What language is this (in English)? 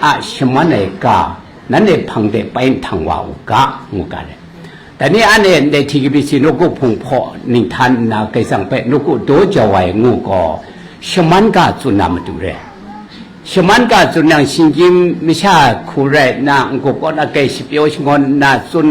Kachin